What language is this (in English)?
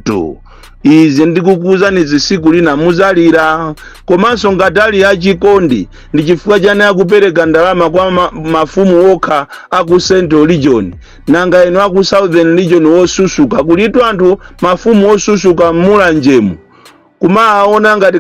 Nyanja